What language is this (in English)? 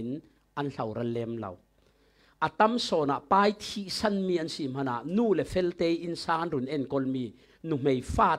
Falam Chin